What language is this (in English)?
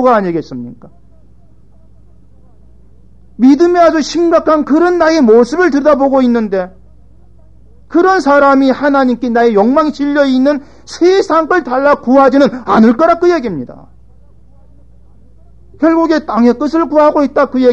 Korean